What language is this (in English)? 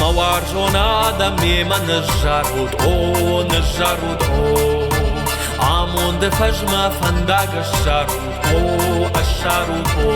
Ossetic